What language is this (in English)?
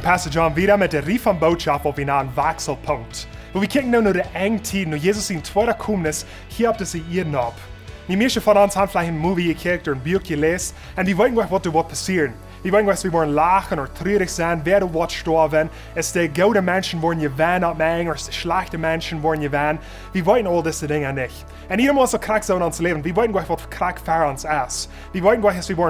Plautdietsch